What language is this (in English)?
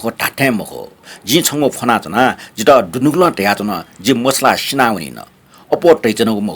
Newari